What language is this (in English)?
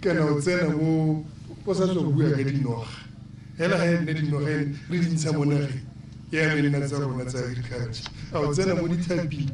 Tswana